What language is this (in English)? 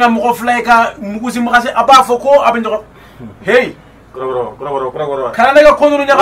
Bambara